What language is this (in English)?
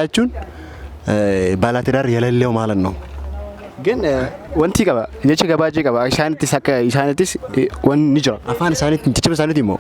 Oromo